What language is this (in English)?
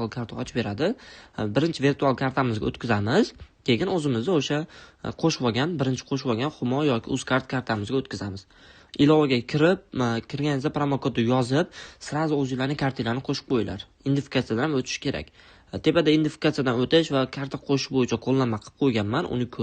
Uzbek